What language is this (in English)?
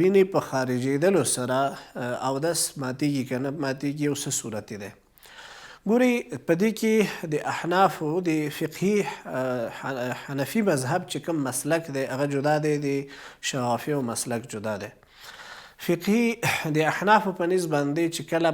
Pashto